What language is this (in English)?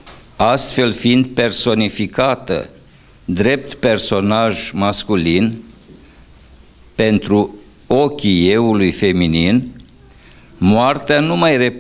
Romanian